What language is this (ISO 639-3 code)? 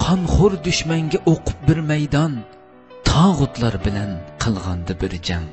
uig